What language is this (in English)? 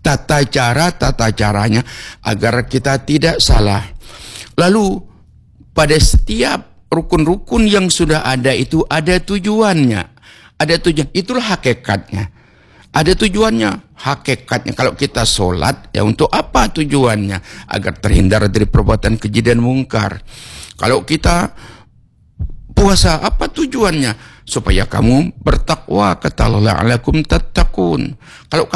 Indonesian